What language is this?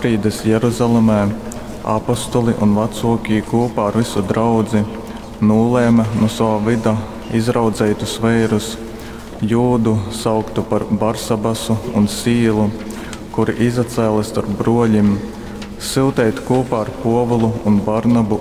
Latgalian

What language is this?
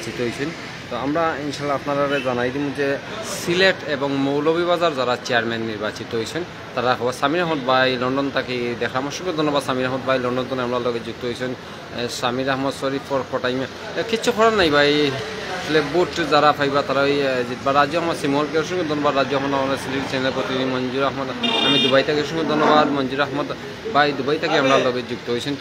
Sylheti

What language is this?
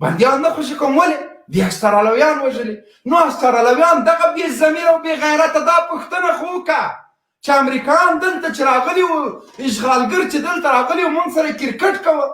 Pashto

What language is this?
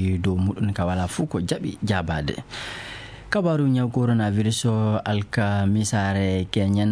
Fula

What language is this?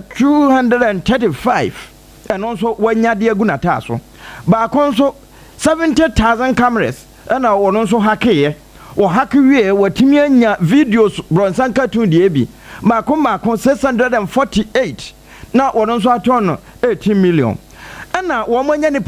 Akan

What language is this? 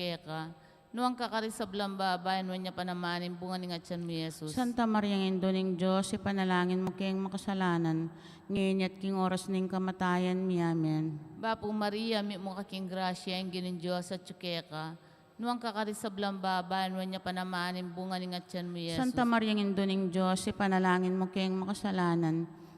Pampanga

